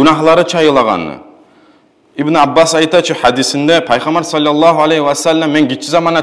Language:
Kumyk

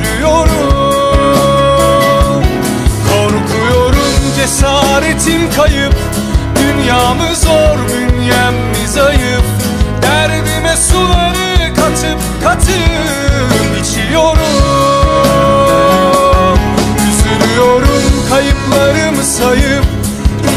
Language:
Turkish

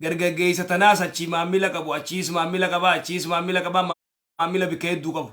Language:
Oromo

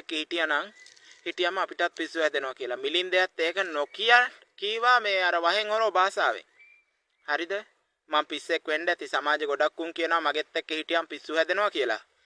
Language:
Sinhala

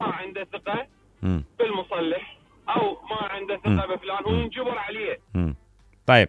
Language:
Mesopotamian Arabic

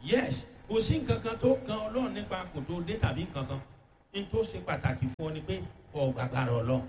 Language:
Yoruba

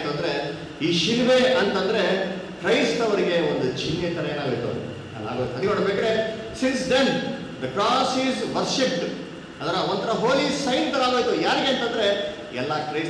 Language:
Kannada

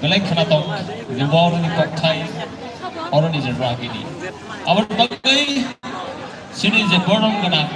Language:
Kok Borok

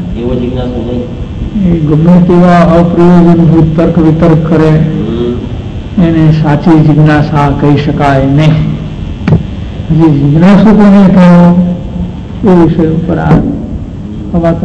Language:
Gujarati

